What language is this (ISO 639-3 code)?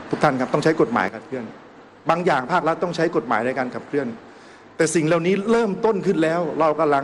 tha